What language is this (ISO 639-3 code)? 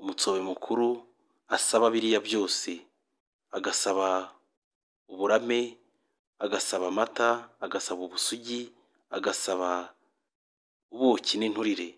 kin